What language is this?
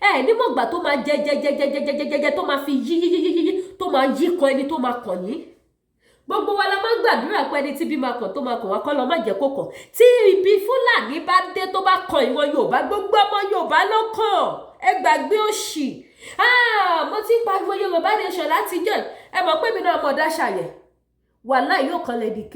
Yoruba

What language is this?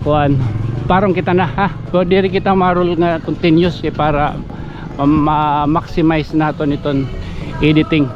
Waray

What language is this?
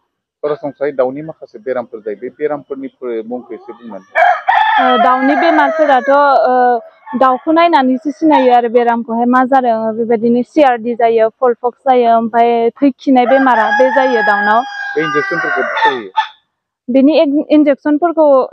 Bodo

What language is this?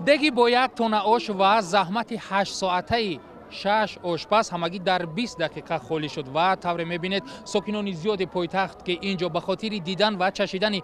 Tajik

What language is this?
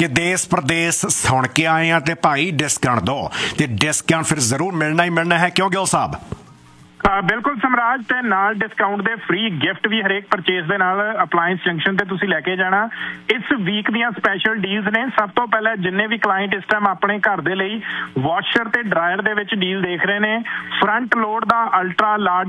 Punjabi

